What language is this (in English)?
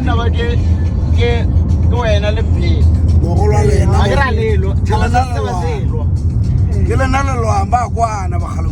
Northern Sotho